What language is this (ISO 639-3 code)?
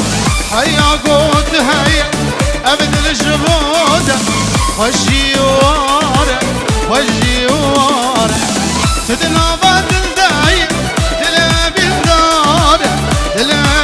kur